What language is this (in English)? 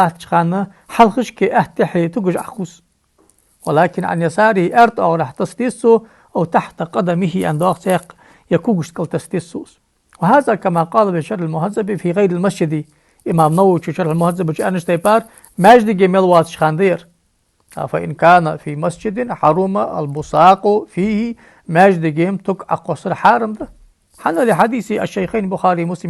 Ingush